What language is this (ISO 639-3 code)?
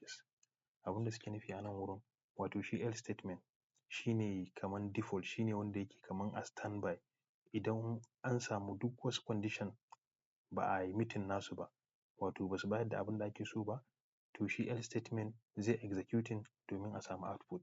hau